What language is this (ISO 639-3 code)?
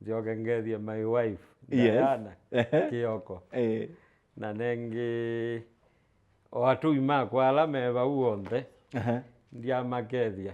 kam